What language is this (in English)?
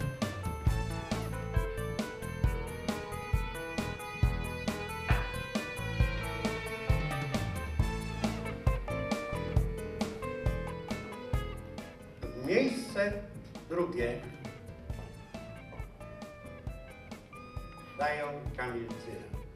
Polish